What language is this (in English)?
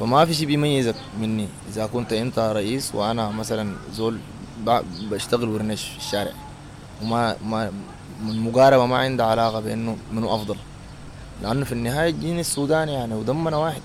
Sudanese Arabic